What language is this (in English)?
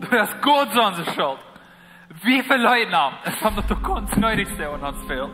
Plautdietsch